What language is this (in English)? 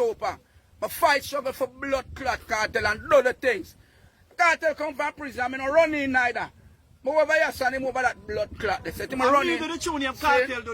Jamaican Creole English